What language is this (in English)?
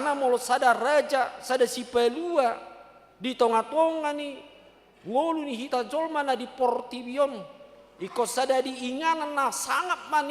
Batak Toba